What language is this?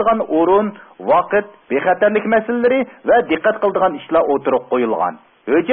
Uyghur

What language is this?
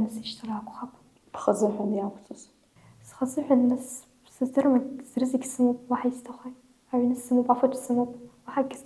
Abkhazian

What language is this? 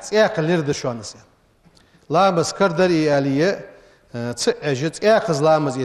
Ingush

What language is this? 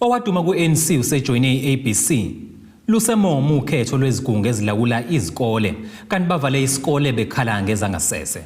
Zulu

